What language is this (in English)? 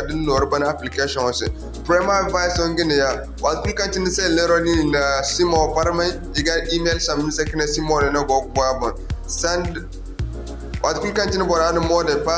Zarma